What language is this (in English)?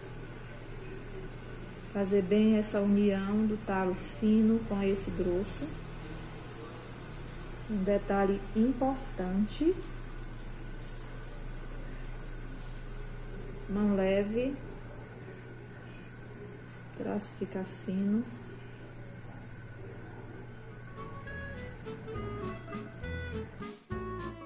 Portuguese